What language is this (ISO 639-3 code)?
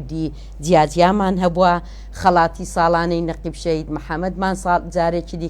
ckb